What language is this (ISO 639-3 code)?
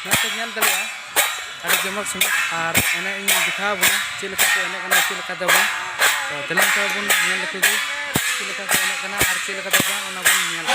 sat